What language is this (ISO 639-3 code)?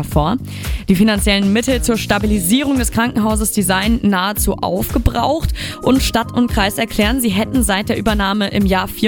deu